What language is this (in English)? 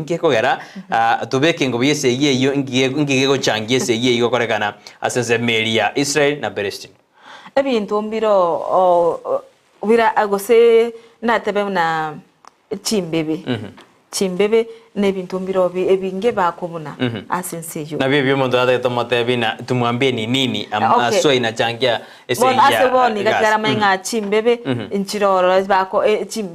Gusii